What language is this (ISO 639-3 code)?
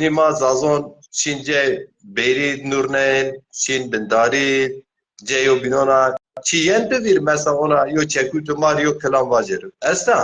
zza